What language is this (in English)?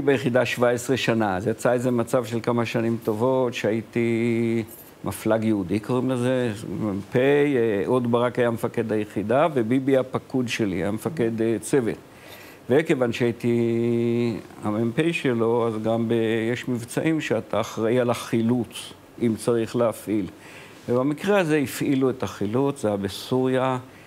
Hebrew